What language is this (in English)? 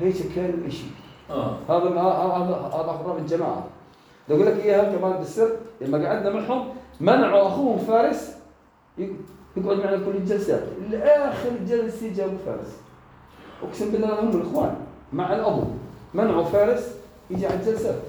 North Levantine Arabic